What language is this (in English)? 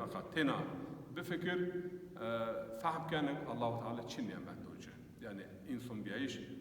Zaza